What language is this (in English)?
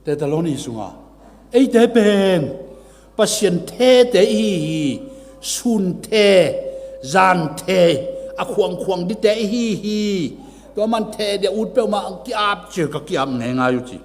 Tedim Chin